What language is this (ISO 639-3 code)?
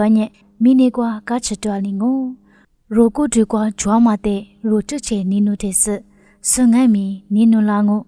lis